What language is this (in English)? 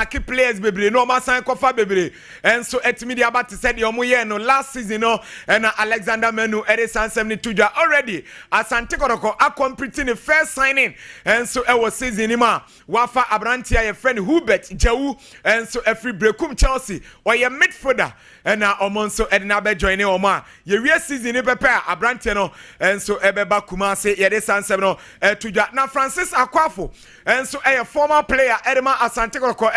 Akan